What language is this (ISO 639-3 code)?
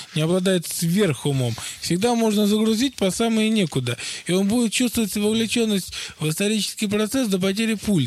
rus